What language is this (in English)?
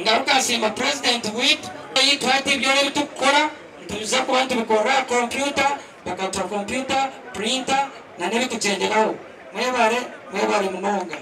Nyankole